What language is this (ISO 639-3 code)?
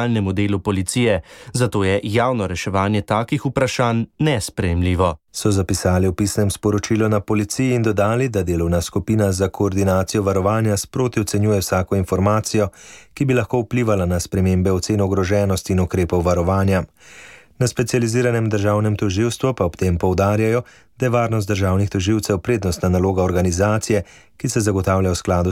slv